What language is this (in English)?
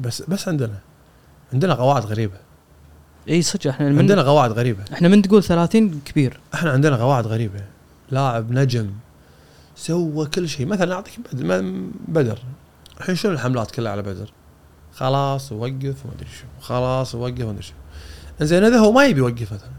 Gulf Arabic